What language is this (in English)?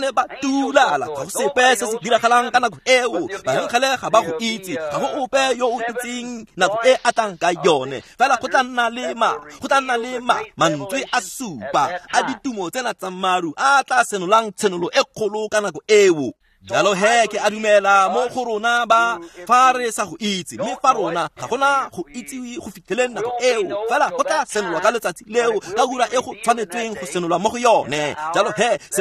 Tswana